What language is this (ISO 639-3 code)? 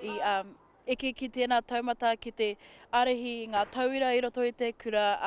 mri